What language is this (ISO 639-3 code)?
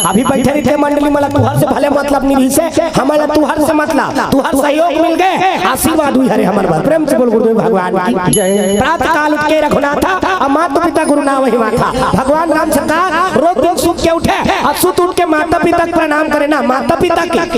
hne